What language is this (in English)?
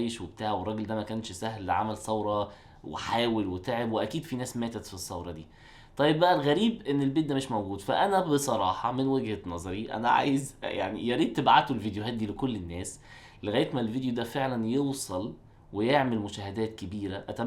Egyptian Arabic